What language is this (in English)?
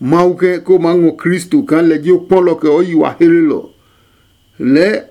Adangme